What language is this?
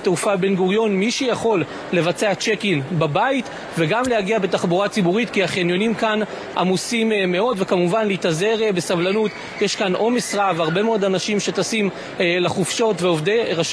Hebrew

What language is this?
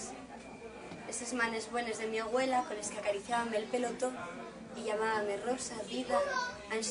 Asturian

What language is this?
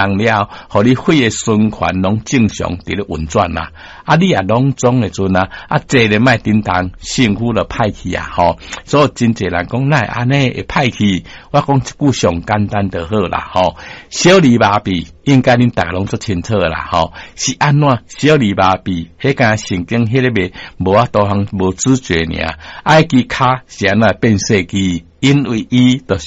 Min Nan Chinese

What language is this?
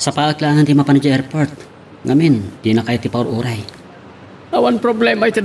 Iloko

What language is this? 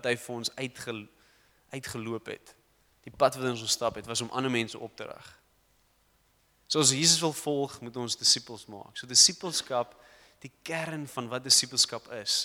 Afrikaans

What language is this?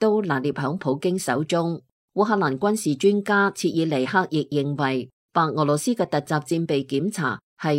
Cantonese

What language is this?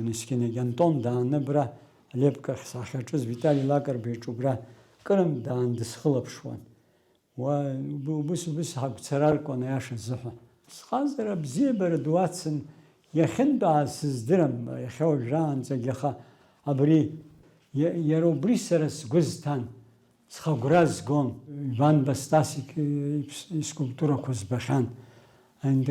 Abkhazian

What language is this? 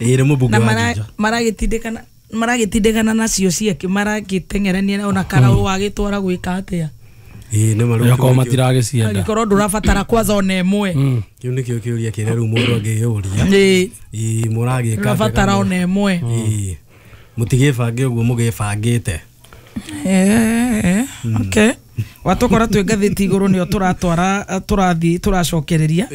Kikuyu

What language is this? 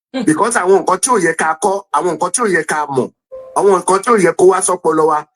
Yoruba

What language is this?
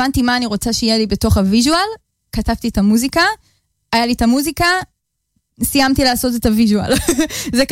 Hebrew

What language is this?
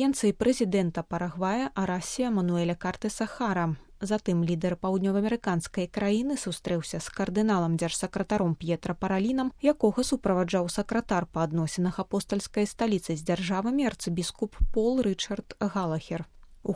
Belarusian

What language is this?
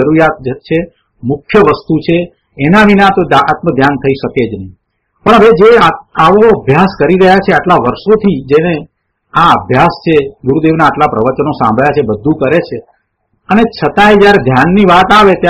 Gujarati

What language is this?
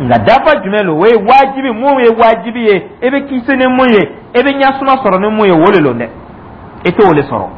Dyula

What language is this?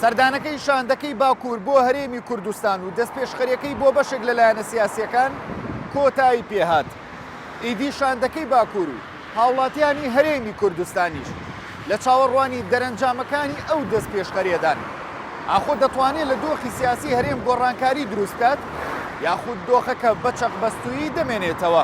Central Kurdish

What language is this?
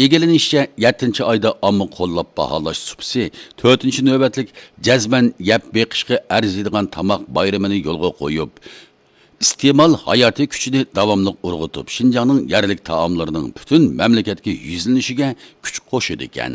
Uyghur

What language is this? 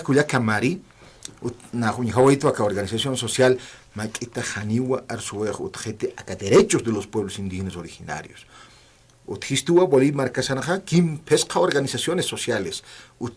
Aymara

